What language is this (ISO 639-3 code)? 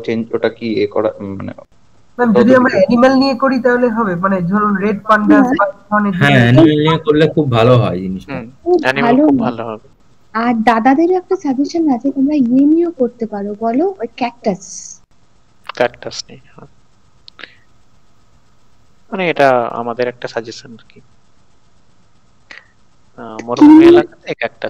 ben